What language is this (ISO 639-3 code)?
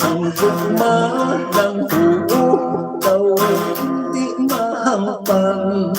hil